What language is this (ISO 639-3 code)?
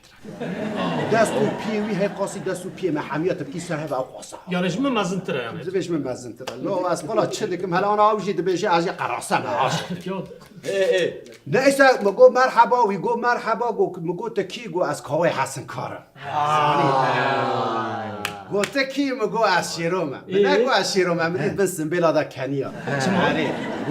kur